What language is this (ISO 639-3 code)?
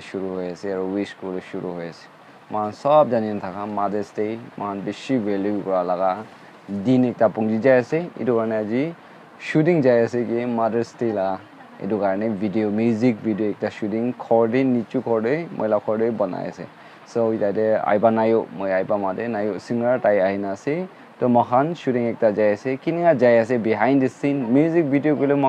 nag